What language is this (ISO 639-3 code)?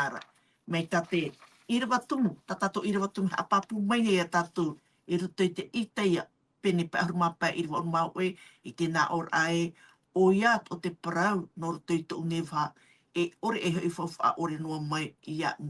tah